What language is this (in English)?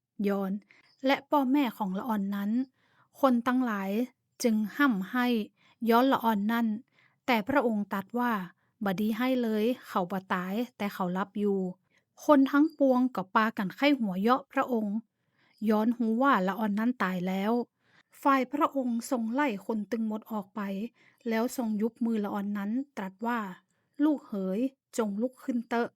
Northern Thai